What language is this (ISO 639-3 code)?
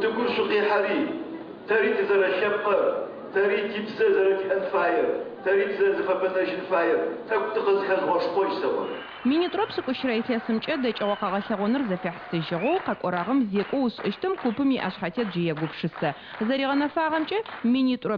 ady